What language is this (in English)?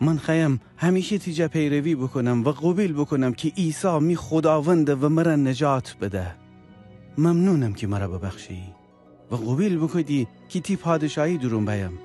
Gilaki